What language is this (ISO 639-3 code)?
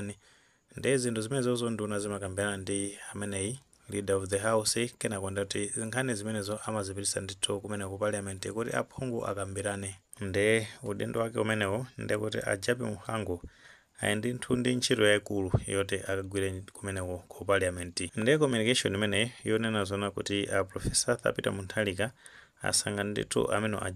nya